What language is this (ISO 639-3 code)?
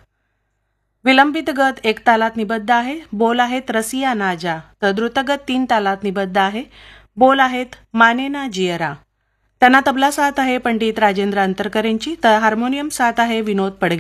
mar